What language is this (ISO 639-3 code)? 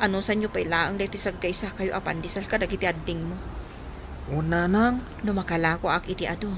ilo